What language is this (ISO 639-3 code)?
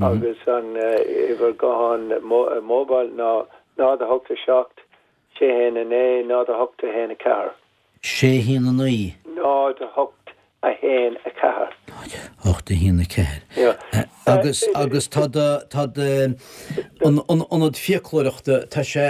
gle